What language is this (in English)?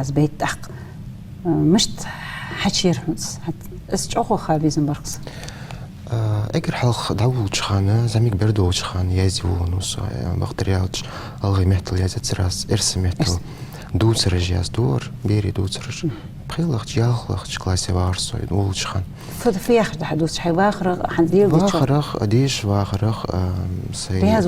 Ingush